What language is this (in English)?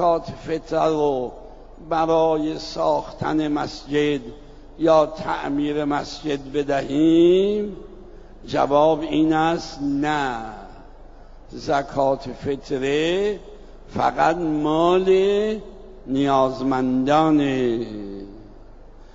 Persian